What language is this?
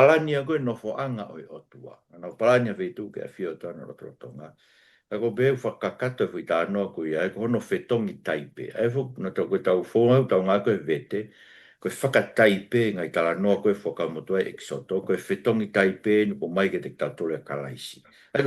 Tongan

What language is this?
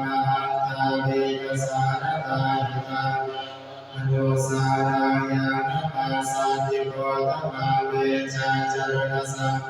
Pali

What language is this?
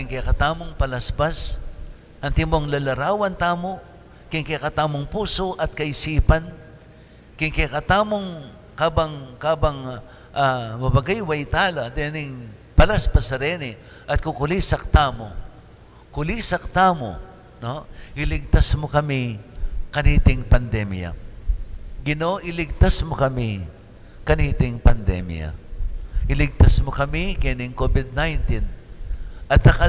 Pampanga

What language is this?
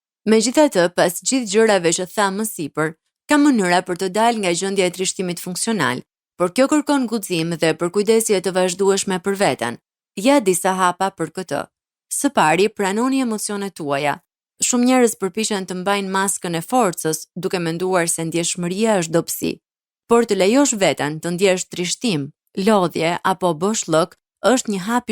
Albanian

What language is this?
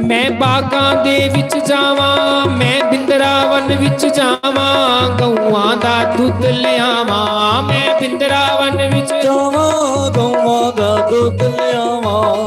Dogri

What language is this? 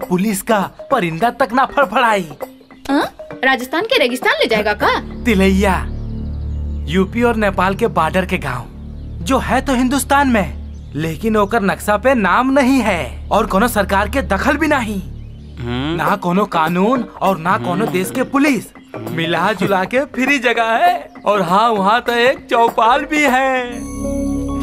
Bhojpuri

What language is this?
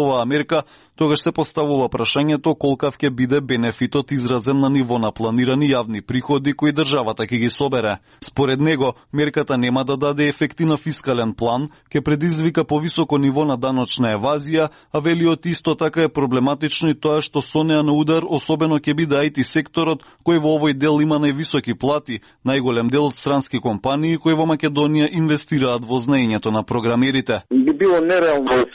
Macedonian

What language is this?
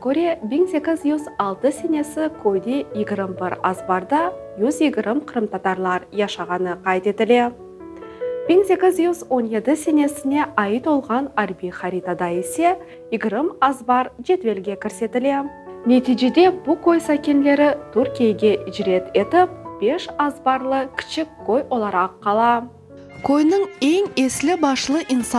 Crimean Tatar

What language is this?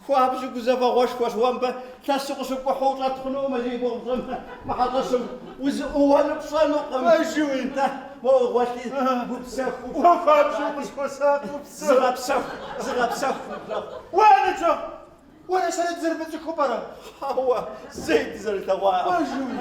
Kabardian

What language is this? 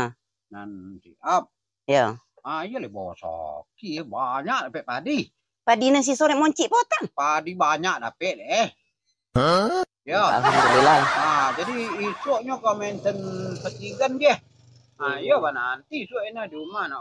Minangkabau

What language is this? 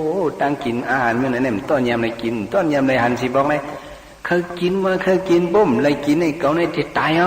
Shan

